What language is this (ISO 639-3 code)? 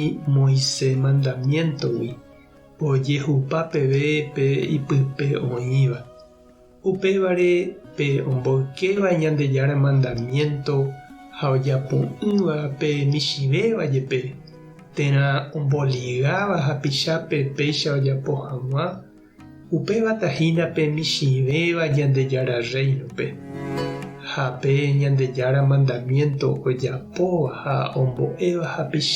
grn